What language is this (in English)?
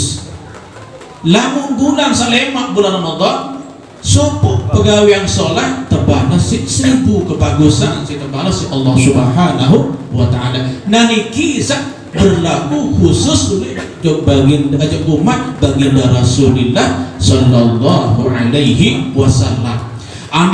Sasak